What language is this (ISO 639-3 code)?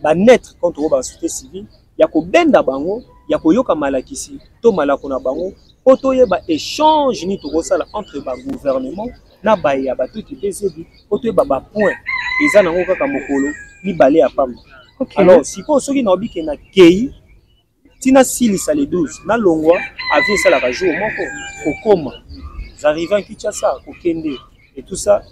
lin